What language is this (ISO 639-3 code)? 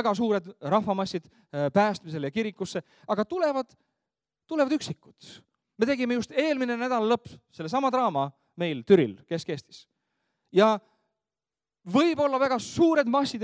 est